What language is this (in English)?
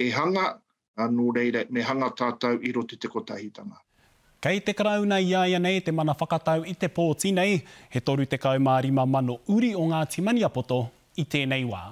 Māori